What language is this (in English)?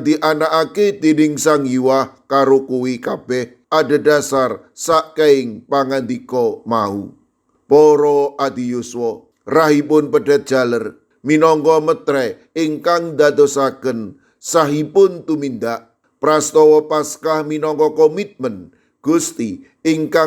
Javanese